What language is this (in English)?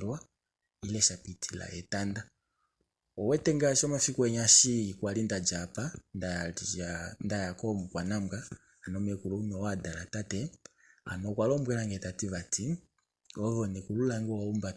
Kuanyama